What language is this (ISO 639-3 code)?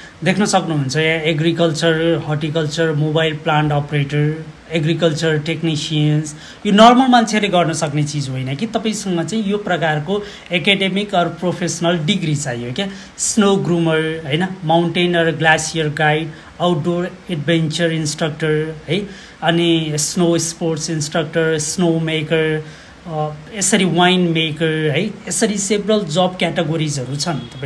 nep